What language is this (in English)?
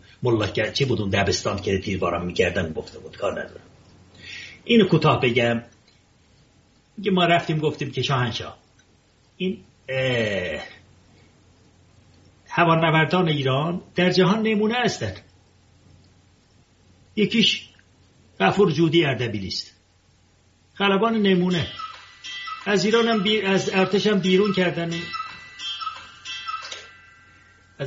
Persian